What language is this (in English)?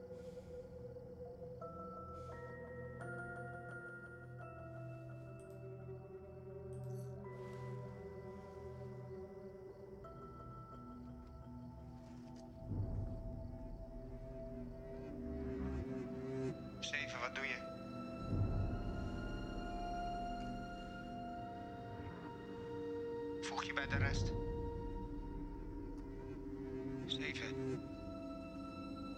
Dutch